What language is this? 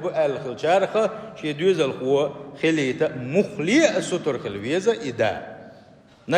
Chechen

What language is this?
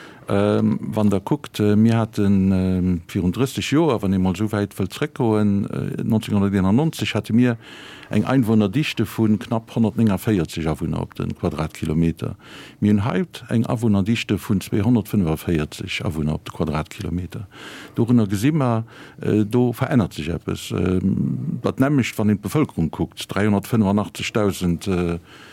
Luxembourgish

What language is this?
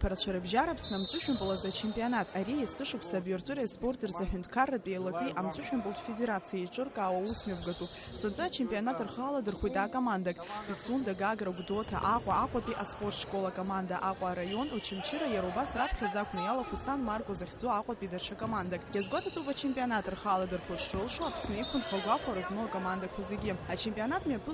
Abkhazian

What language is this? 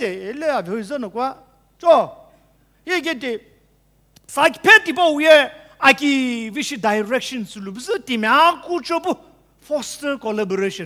Sumi Naga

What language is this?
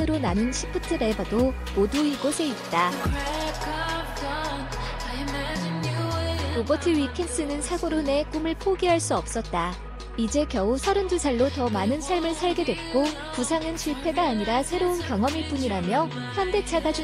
Korean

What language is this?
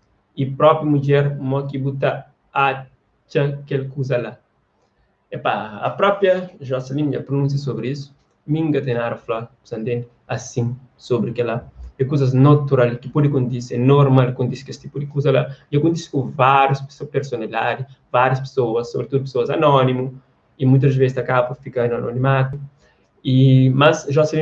Kabuverdianu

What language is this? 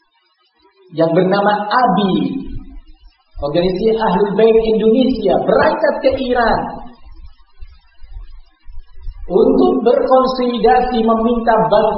Indonesian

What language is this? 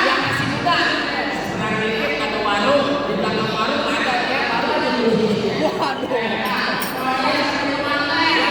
Betawi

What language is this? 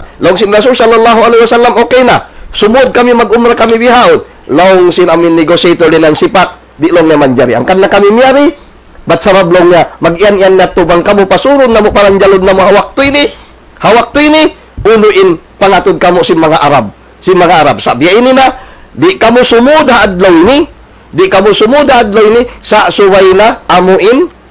Tausug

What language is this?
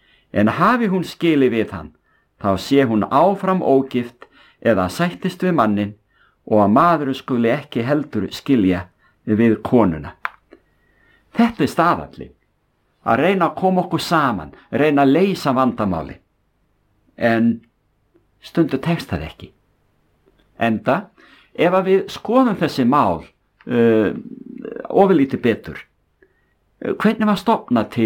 Icelandic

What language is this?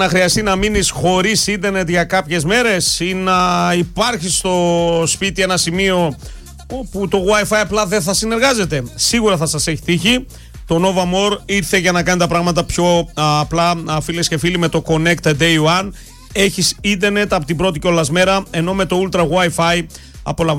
Greek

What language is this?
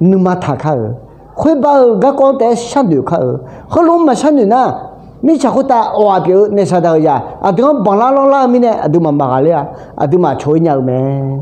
Akha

